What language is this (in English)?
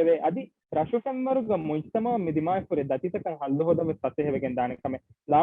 Divehi